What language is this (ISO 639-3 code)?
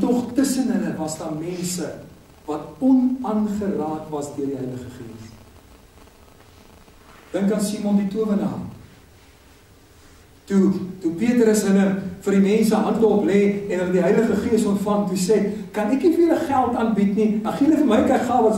afr